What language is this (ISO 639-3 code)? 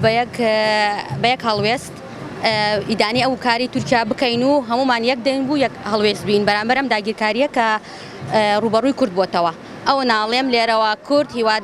ckb